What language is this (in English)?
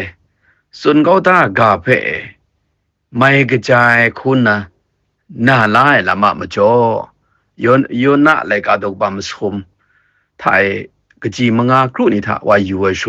Kachin